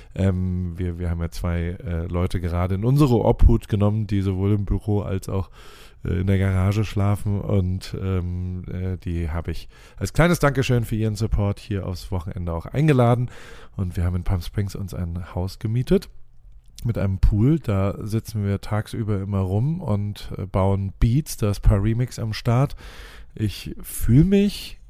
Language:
German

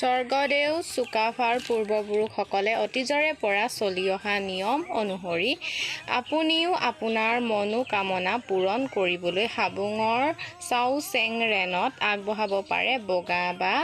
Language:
Assamese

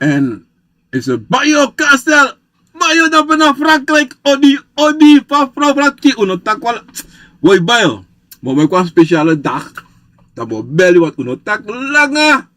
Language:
Sranan Tongo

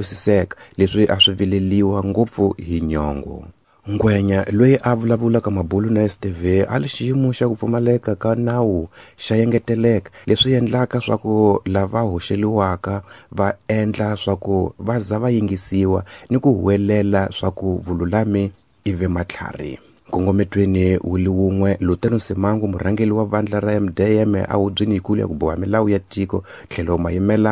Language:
Tsonga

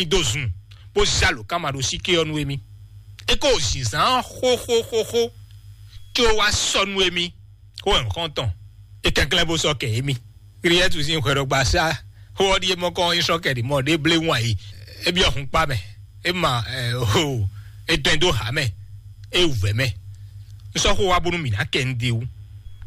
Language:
Fon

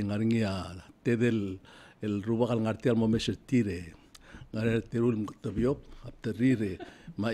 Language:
Palauan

